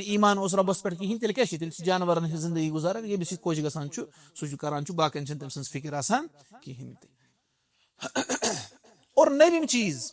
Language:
Kashmiri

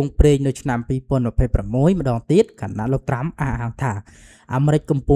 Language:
Khmer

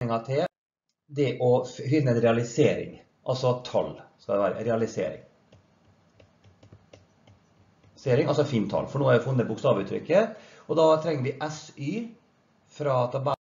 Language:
Norwegian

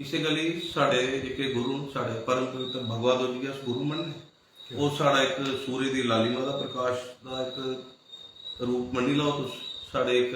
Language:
Dogri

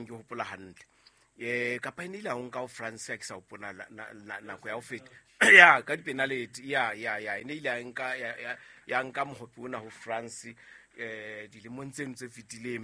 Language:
Southern Sotho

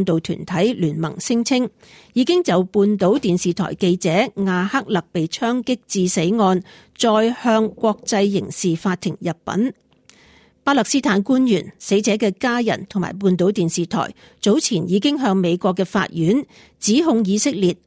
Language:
Cantonese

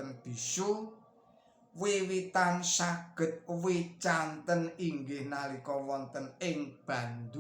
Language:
Javanese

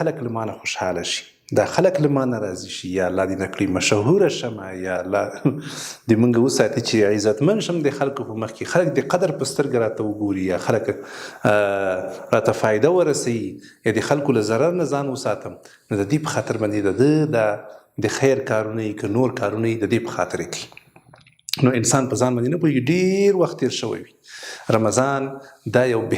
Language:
Pashto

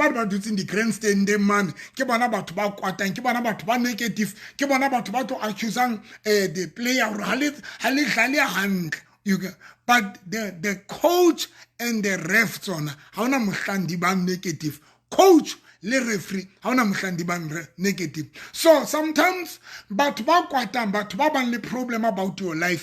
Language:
Southern Sotho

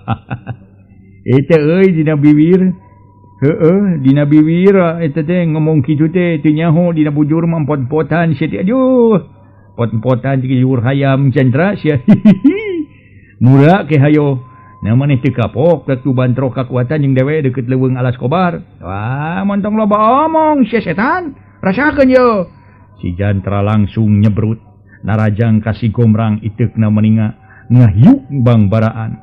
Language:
Sundanese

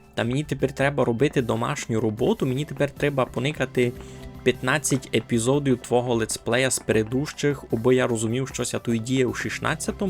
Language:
Rusyn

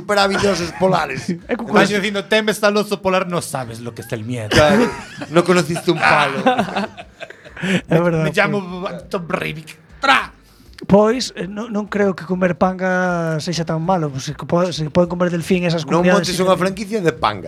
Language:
Galician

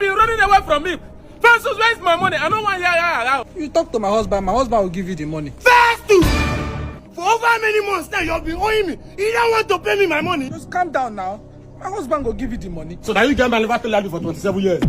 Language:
Nigerian Pidgin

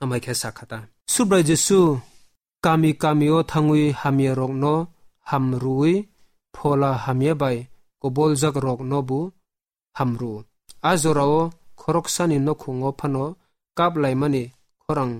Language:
Kok Borok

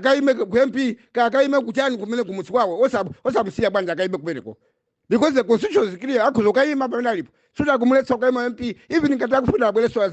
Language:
Nyanja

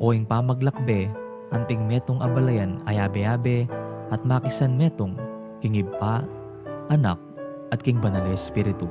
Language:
Pampanga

